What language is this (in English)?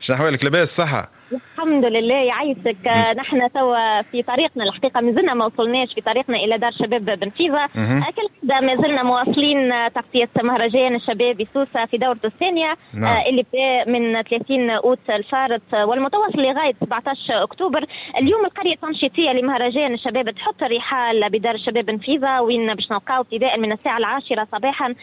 Tunisian Arabic